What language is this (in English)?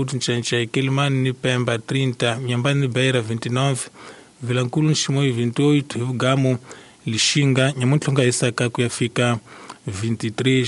Tsonga